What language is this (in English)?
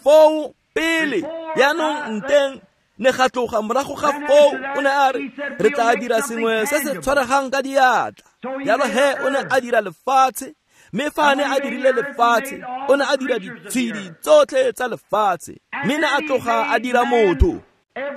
Tswana